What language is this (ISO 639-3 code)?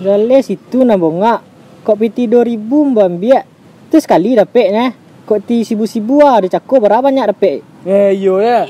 min